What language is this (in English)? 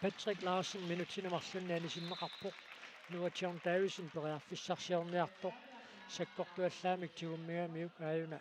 Kalaallisut